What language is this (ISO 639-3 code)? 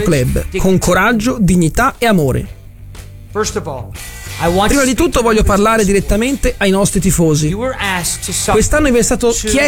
ita